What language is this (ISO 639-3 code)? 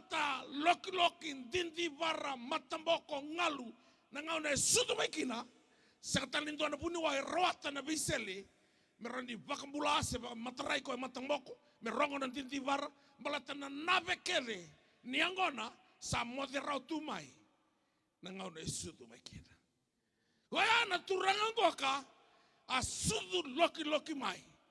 fij